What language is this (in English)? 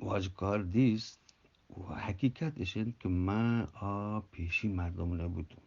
Eastern Balochi